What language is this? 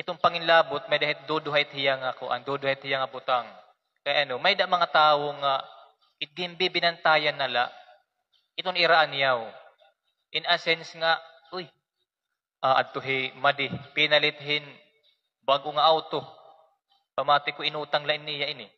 Waray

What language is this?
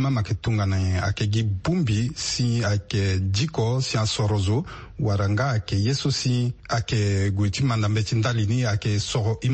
Sango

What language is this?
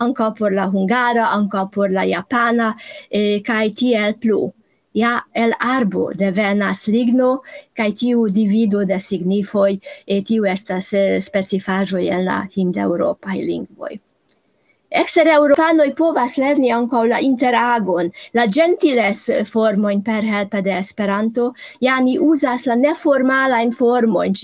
Esperanto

